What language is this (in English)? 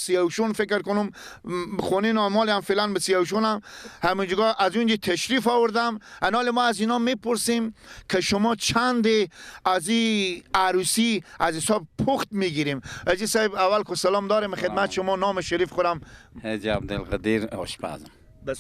Persian